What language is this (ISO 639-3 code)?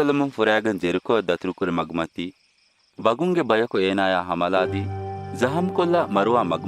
div